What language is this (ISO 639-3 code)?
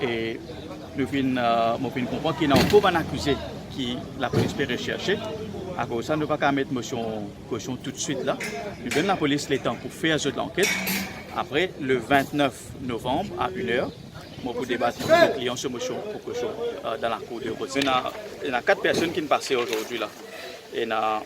mfe